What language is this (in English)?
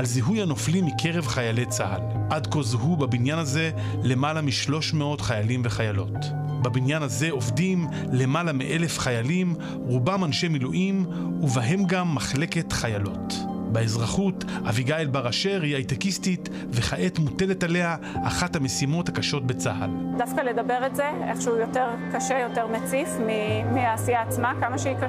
Hebrew